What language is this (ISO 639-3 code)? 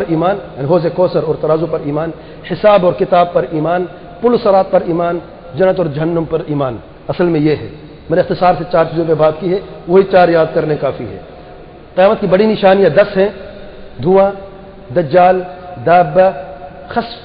urd